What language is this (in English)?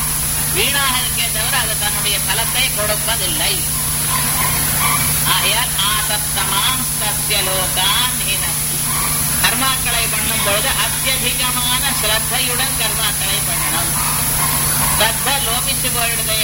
Tamil